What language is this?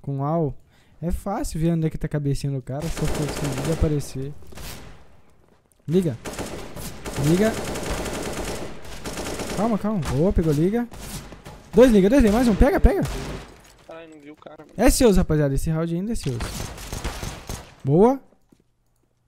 Portuguese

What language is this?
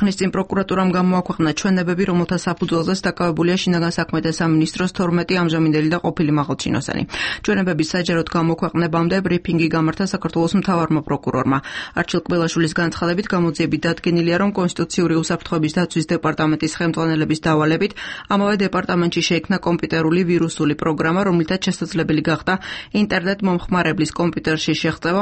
Georgian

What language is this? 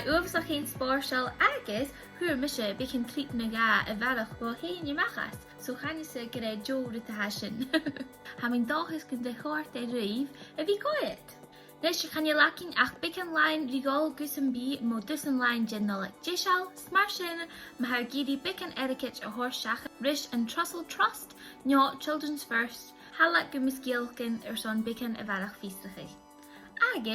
Scottish Gaelic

